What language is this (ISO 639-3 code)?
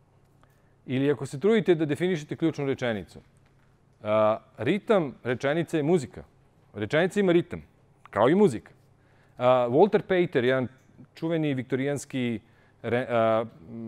srp